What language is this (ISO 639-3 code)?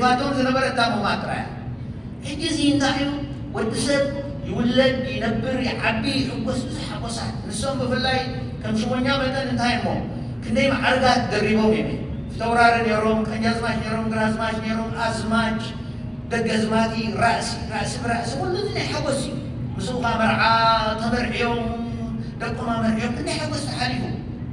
tir